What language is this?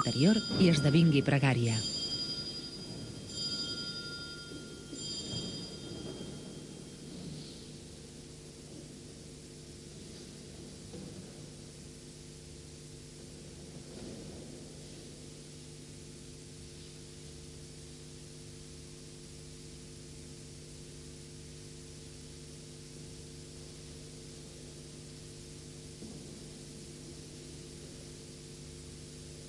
Catalan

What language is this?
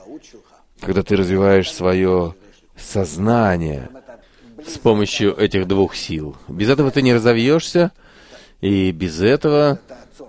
Russian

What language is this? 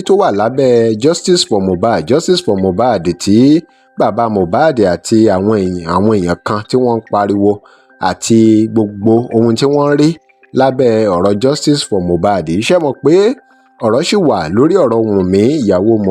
Yoruba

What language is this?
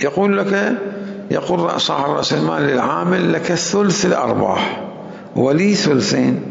Mesopotamian Arabic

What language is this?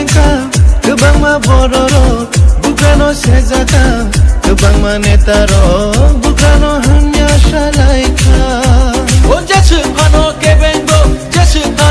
Riang (India)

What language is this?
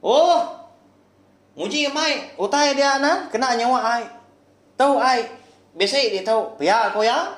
Iban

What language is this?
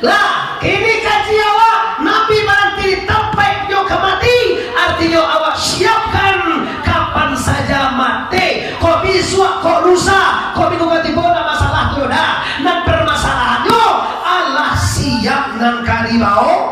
Minangkabau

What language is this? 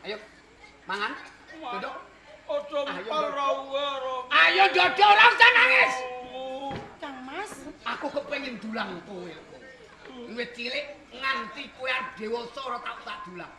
Javanese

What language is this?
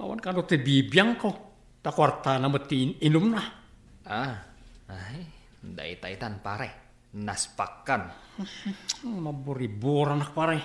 Iloko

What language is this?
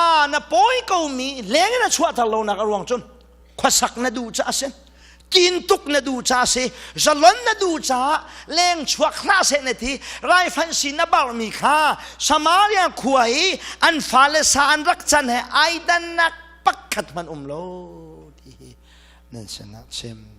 Hakha Chin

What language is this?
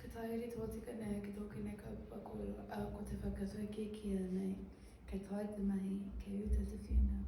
Māori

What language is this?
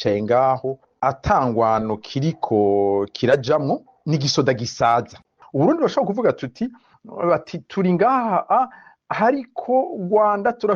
Rundi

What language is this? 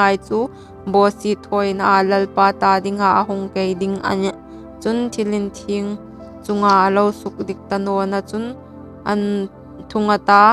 Hmar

